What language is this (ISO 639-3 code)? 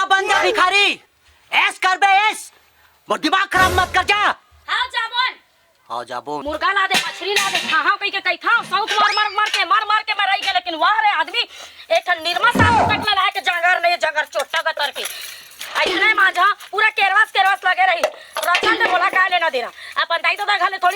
hne